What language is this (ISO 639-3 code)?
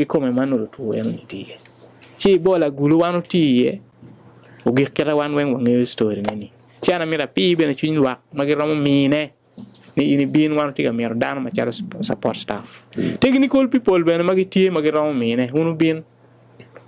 ach